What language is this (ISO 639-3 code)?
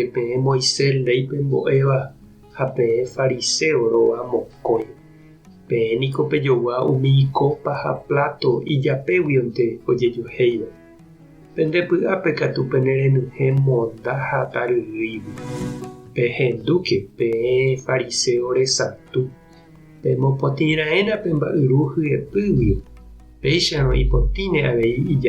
grn